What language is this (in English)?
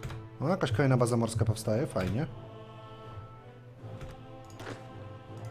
Polish